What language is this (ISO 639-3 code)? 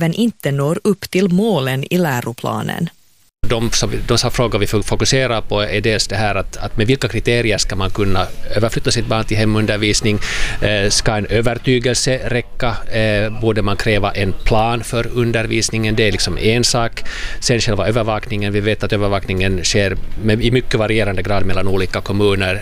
swe